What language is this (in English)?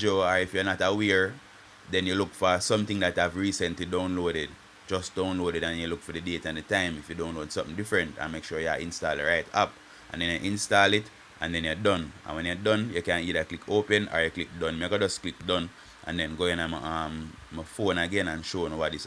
Jamaican Creole English